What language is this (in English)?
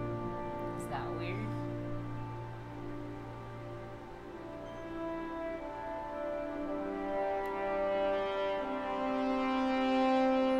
English